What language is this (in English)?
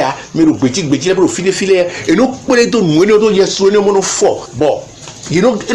Fon